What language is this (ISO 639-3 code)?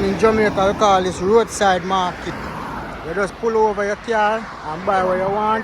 jam